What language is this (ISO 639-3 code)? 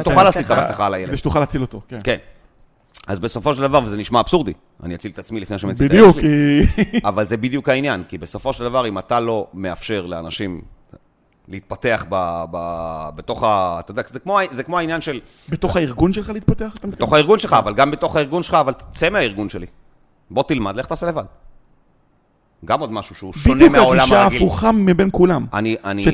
heb